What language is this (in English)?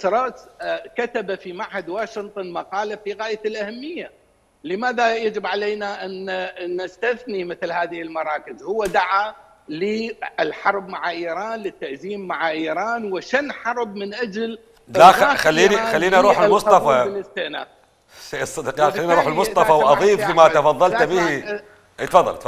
Mesopotamian Arabic